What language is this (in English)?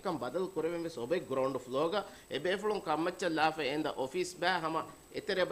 Divehi